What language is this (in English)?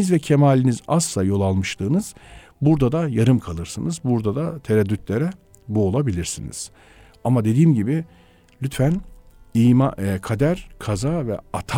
Turkish